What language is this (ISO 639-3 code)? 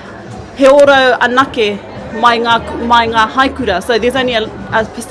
mri